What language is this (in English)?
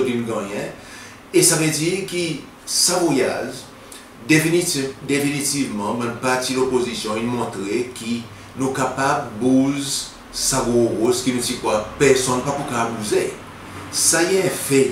Seselwa Creole French